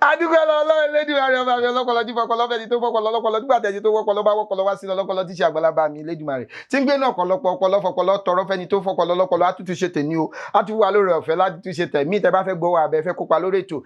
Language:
Yoruba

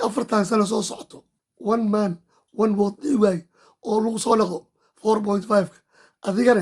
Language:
Somali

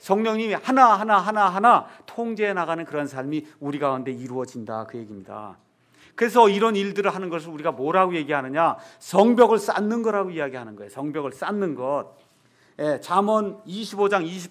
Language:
Korean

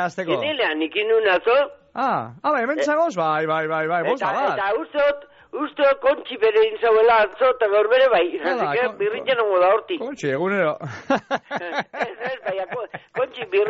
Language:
Basque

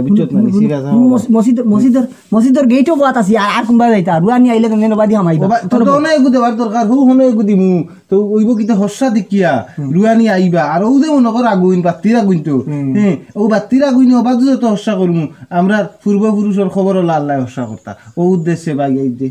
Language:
Sylheti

